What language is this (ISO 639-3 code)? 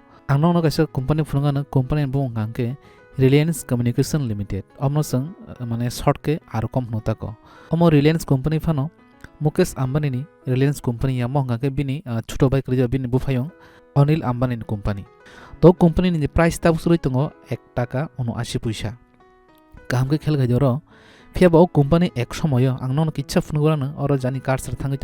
trp